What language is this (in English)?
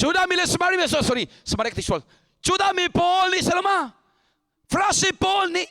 Hakha Chin